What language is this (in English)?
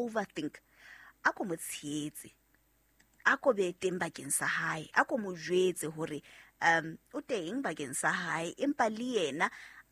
Southern Sotho